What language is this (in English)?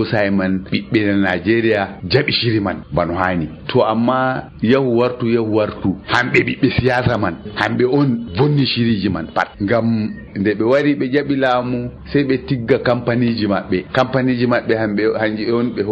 Nigerian Fulfulde